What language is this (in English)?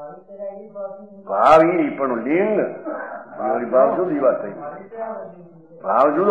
Gujarati